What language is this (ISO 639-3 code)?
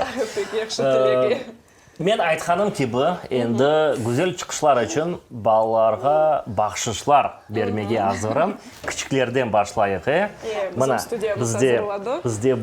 crh